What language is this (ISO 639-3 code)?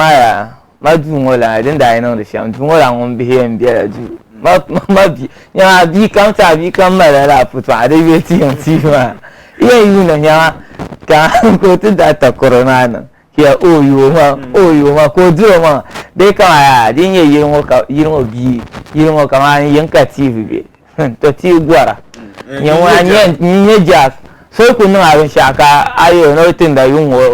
dag